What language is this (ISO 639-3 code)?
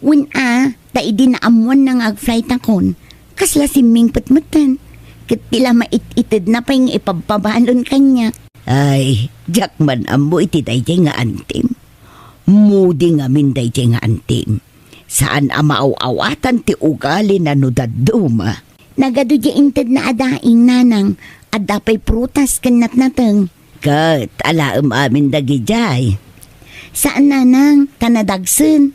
ilo